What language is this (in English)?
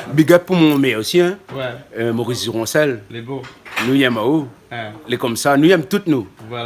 Réunion Creole French